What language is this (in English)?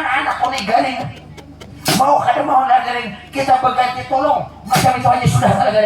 Banjar